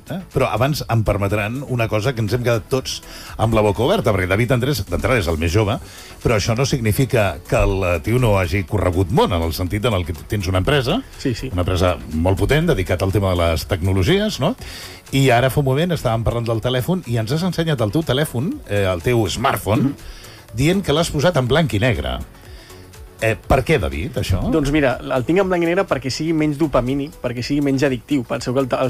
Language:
Catalan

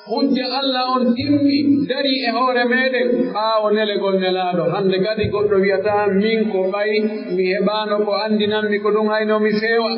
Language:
Pular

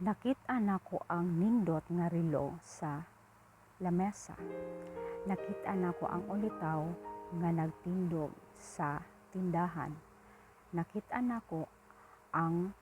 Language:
Cebuano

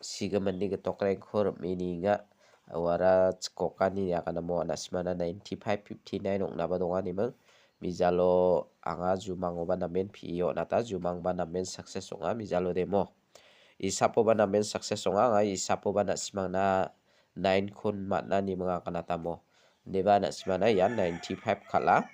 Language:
Garo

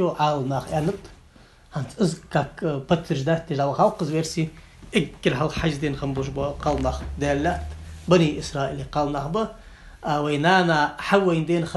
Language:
Ingush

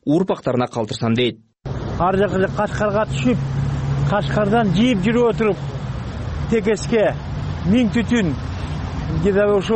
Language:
Kyrgyz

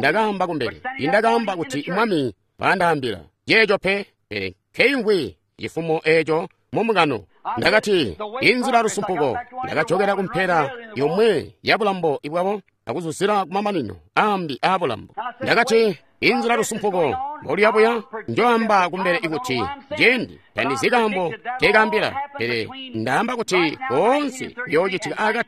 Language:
Tonga (Zambia)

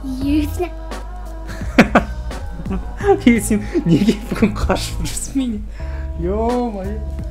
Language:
Kazakh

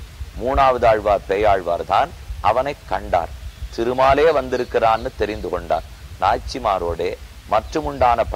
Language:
Tamil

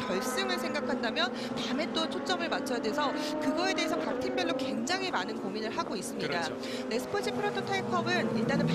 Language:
Korean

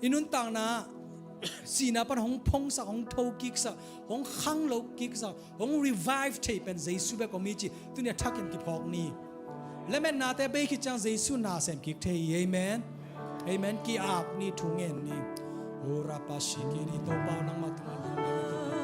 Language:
Tedim Chin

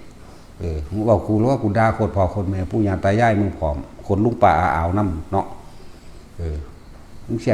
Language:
Northeastern Thai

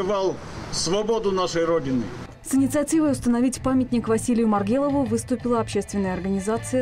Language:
Russian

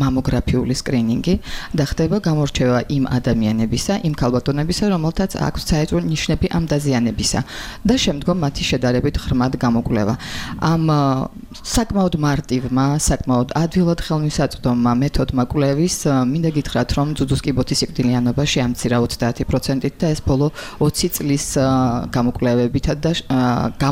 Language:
Georgian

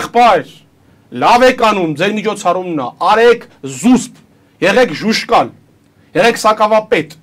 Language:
Armenian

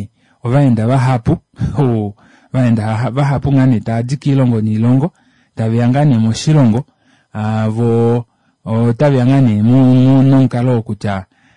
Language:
Kuanyama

